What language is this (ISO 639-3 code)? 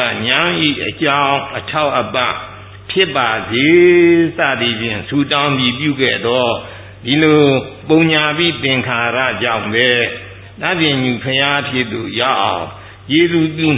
mya